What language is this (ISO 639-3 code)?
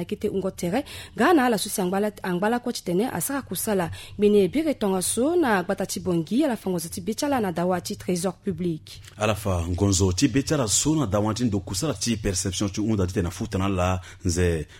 sag